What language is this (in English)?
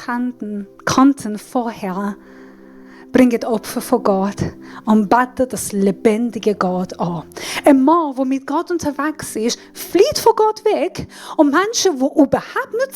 Swiss German